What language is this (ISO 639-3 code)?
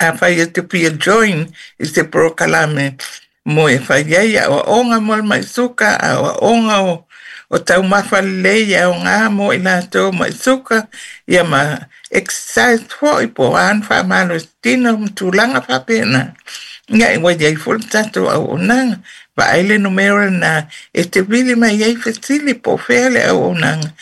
smo